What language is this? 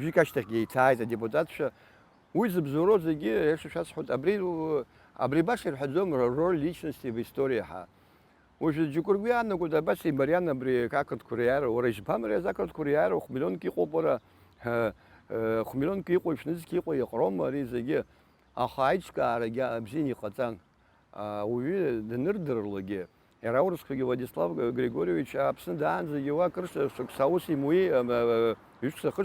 Abkhazian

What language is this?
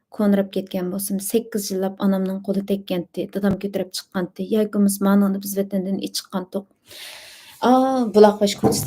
Uyghur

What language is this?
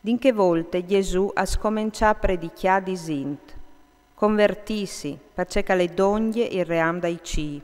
Friulian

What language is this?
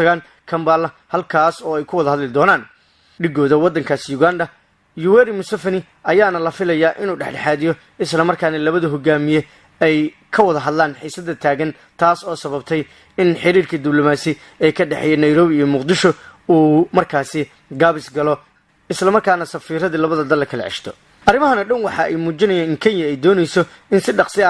Somali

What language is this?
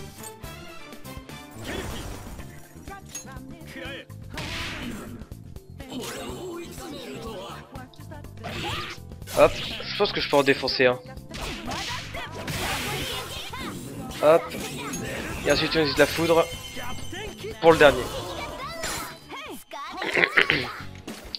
French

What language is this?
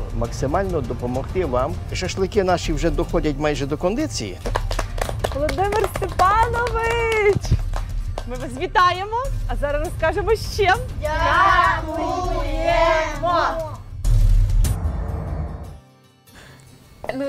Ukrainian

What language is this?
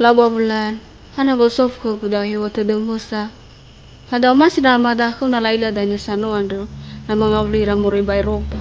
Nias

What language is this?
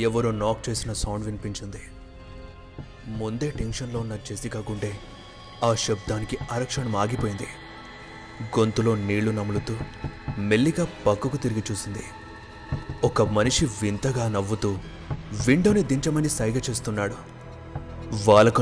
Telugu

